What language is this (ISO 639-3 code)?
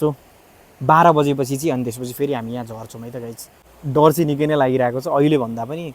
nep